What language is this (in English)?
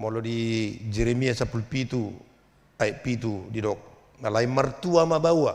Batak Toba